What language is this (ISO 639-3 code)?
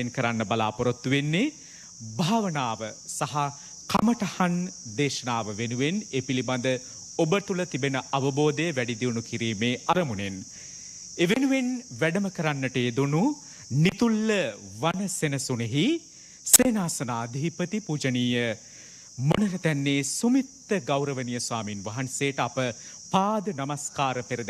sin